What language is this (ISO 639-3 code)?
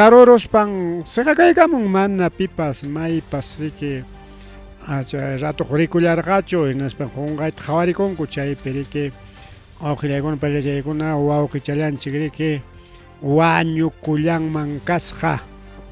quy